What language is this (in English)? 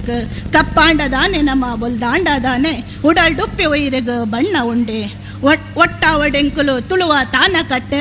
Tulu